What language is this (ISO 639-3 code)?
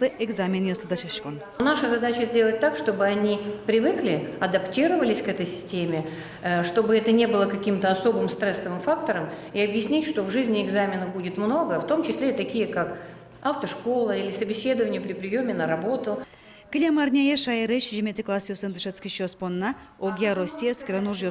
udm